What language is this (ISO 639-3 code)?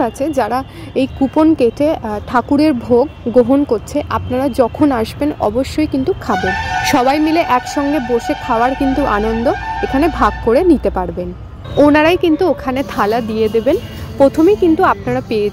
ben